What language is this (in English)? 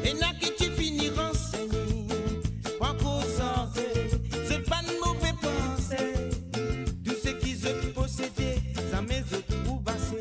Morisyen